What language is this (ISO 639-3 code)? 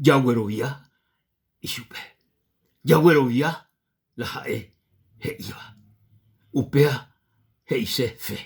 grn